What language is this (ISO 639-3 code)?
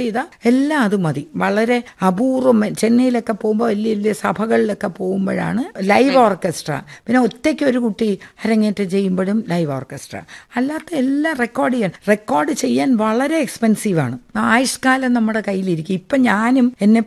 mal